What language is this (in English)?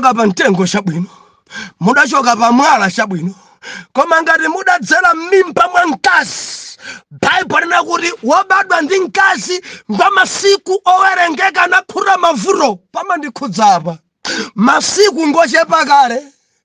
Nyanja